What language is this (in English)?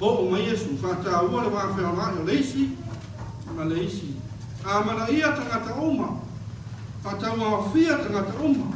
Samoan